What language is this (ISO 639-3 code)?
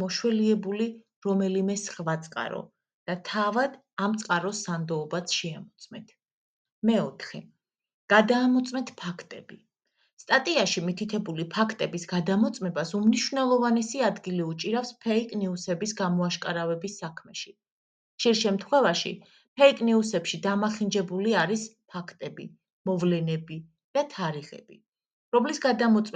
kat